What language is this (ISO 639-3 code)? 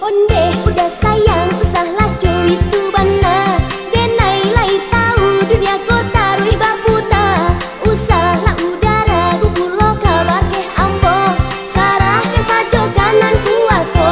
min